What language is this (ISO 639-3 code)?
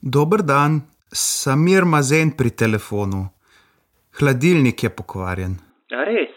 slv